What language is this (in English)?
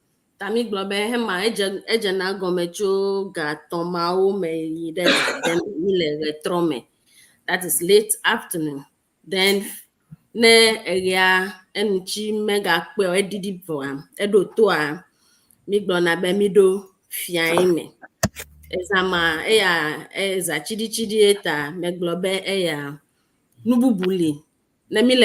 Ewe